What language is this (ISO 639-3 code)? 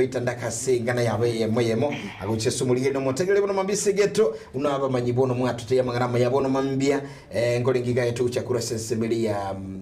guz